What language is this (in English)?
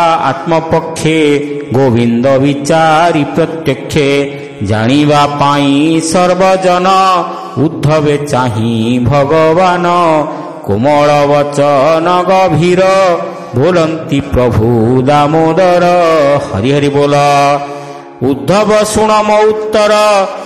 Odia